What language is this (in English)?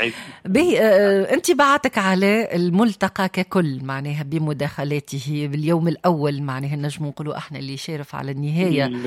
Tunisian Arabic